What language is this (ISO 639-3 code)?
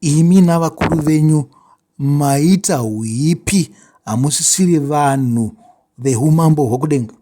sna